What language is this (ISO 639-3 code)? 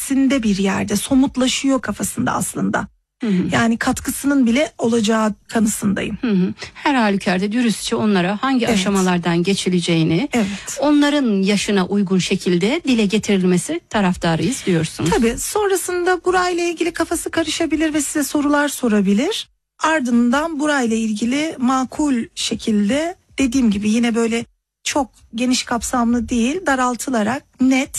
tur